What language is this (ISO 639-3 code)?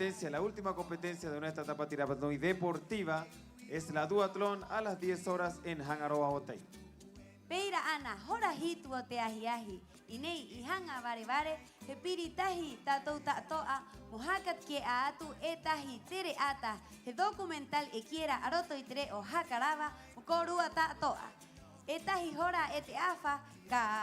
rap